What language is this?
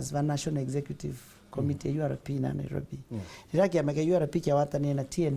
Meru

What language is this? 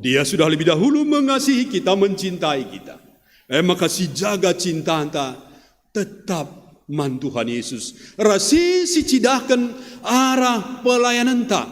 Batak Karo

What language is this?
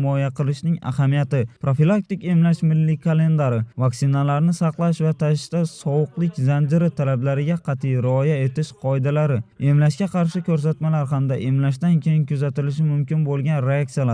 Uzbek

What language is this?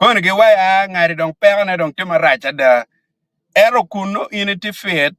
Acoli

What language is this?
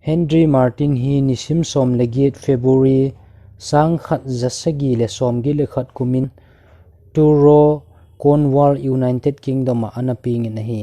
Thado Chin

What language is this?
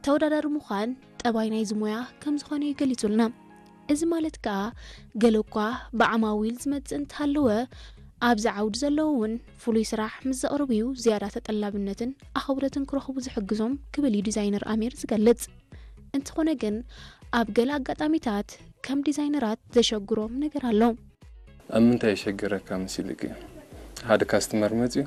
Tigrinya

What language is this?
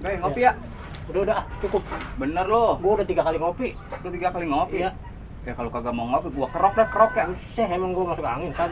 Betawi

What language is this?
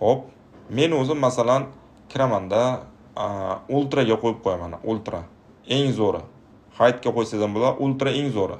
Uzbek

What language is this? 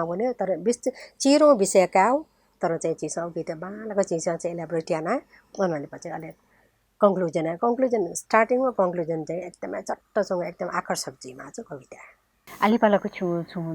Newari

